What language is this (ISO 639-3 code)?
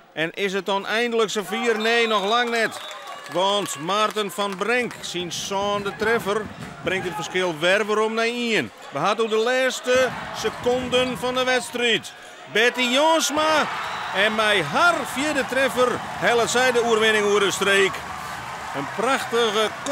fry